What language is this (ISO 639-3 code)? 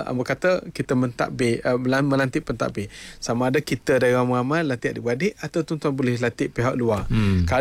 msa